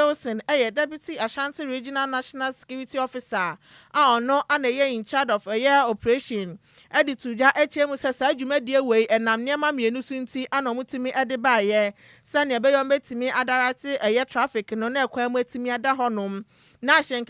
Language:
Akan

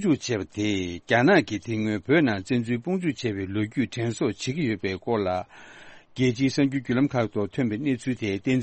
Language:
Tibetan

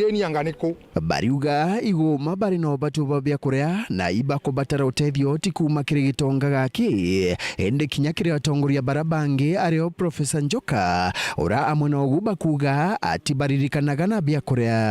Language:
Meru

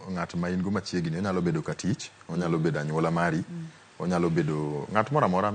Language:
Luo (Kenya and Tanzania)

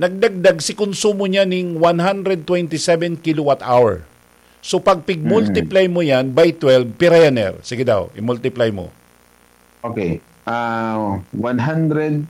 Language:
Bikol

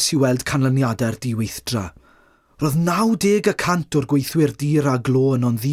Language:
Welsh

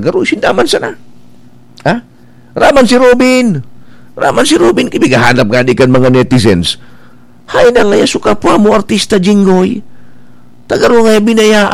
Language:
Bikol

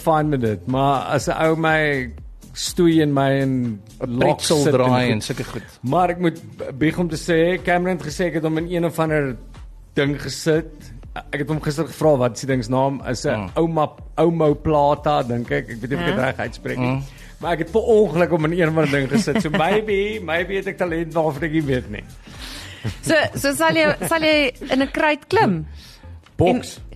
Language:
Afrikaans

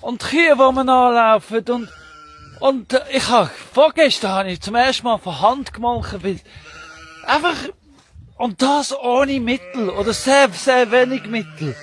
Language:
Swiss German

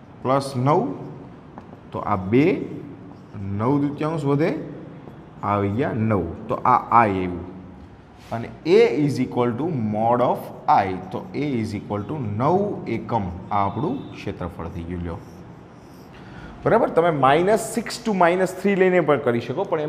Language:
Gujarati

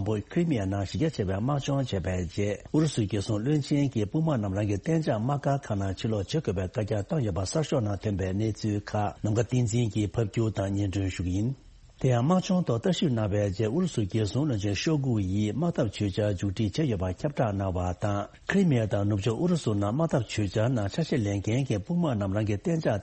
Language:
Tibetan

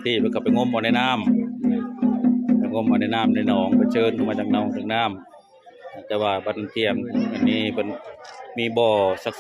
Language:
Northeastern Thai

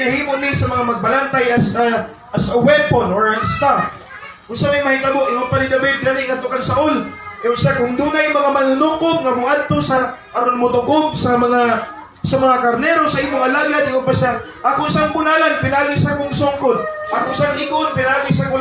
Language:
Cebuano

